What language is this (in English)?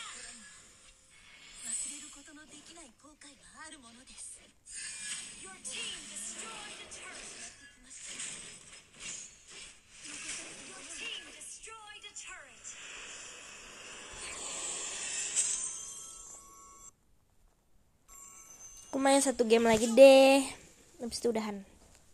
Indonesian